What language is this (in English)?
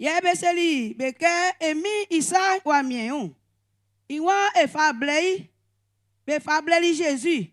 Baoulé